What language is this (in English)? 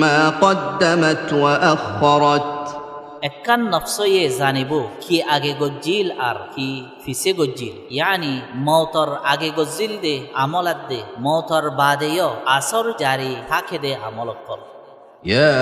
Rohingya